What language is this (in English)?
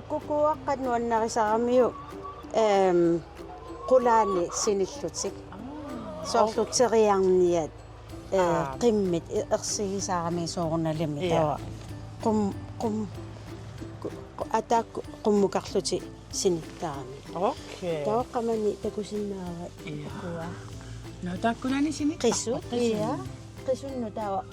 Kalaallisut